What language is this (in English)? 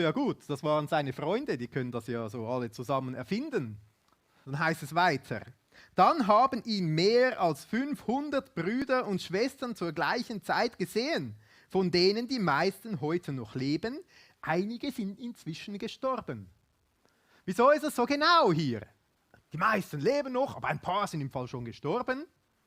Swiss German